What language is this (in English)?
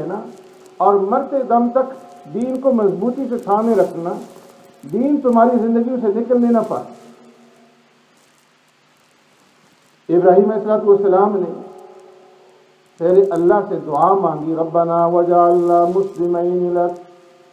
Urdu